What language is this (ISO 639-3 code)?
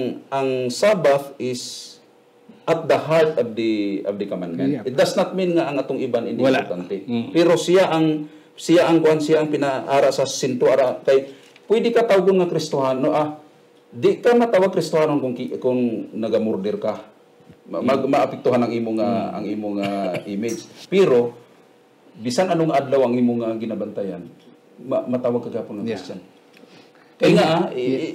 hil